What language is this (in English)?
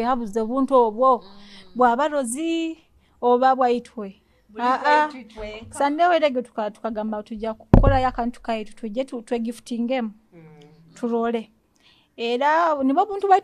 Nyoro